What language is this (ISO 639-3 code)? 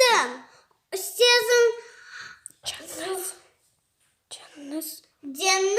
crh